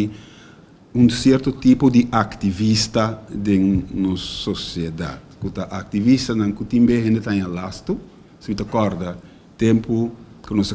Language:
Papiamento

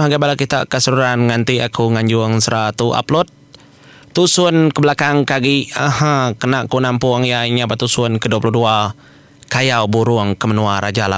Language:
Iban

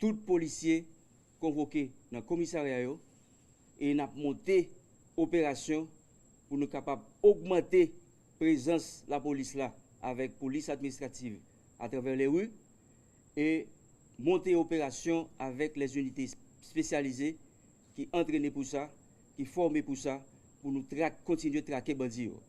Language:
Haitian Creole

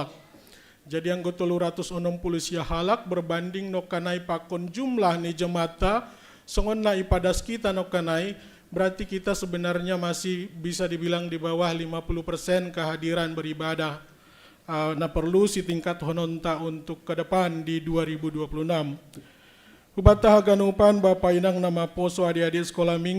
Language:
Batak Simalungun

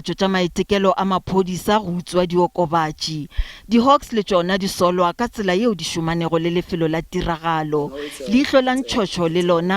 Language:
Northern Sotho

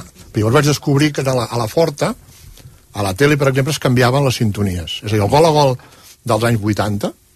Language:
Catalan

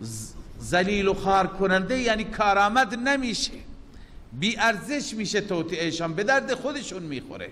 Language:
Persian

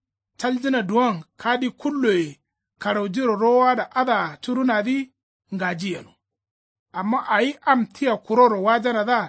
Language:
Kanuri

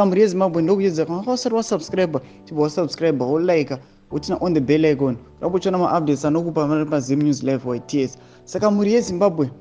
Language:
Shona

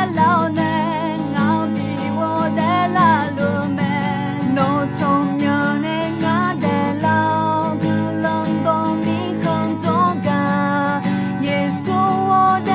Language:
Akha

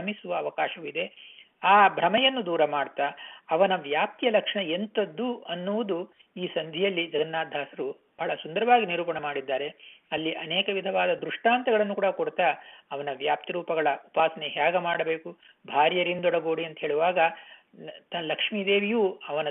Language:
Kannada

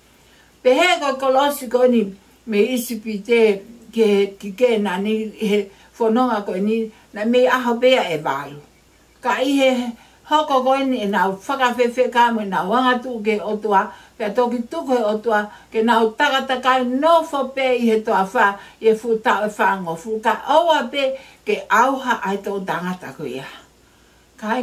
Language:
Tongan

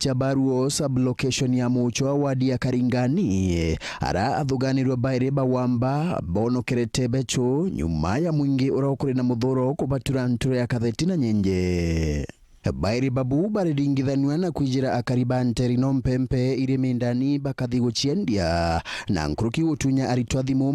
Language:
Meru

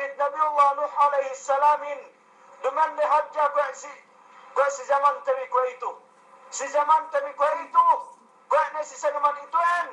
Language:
Yakan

